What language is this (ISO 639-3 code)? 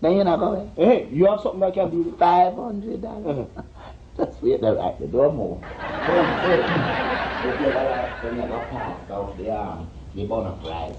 jam